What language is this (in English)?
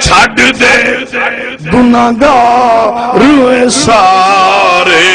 Saraiki